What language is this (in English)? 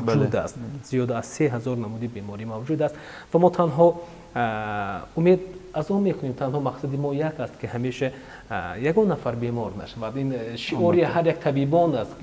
Tajik